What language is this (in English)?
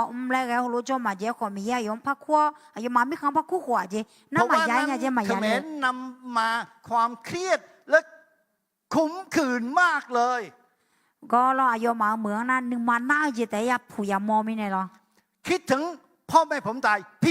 Akha